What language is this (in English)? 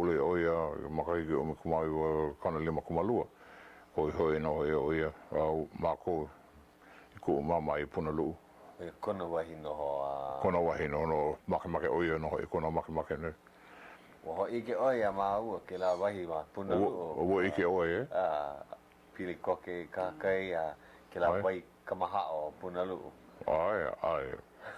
Hawaiian